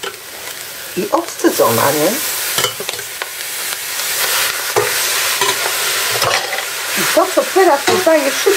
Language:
Polish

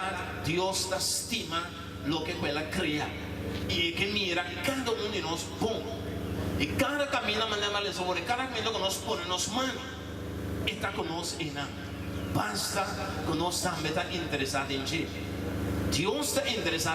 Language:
Papiamento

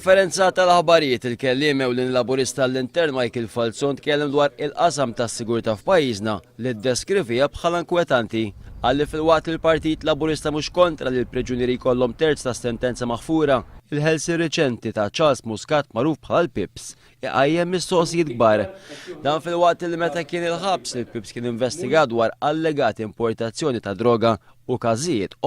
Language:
Maltese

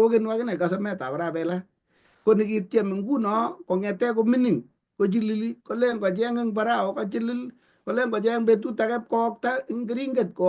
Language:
Kalenjin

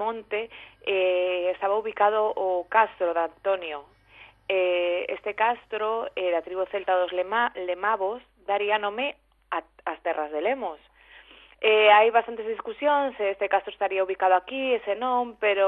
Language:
Galician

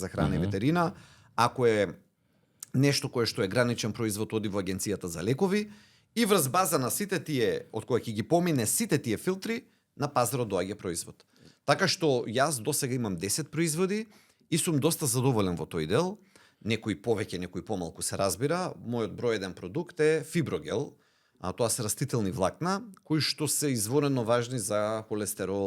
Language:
Macedonian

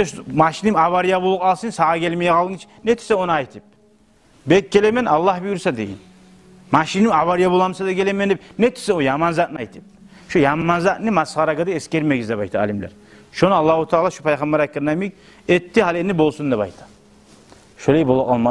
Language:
Kumyk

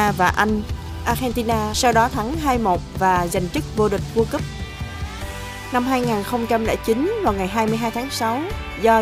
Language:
Vietnamese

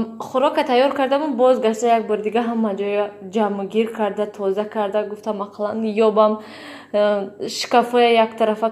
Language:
Tajik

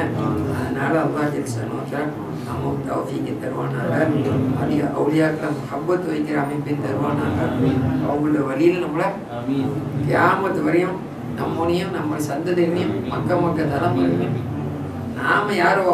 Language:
Tamil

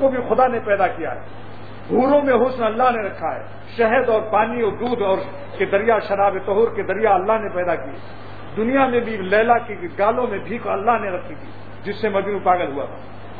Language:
Urdu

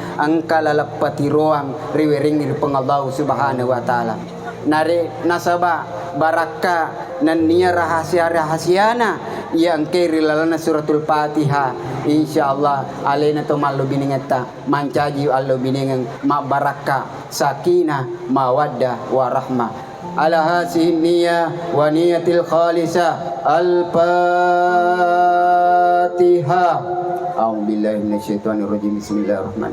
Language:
Buginese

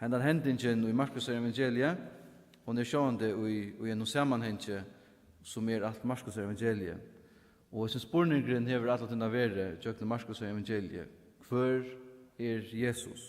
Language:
Faroese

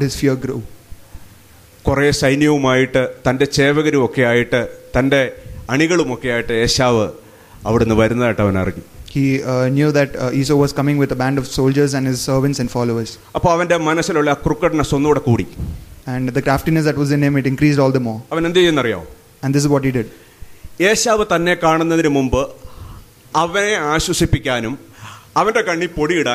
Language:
Malayalam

